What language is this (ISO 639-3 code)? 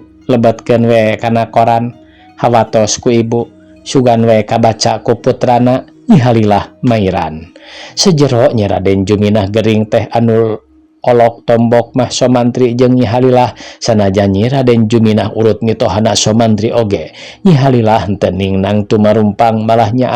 sun